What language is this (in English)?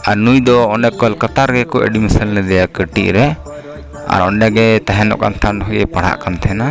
Santali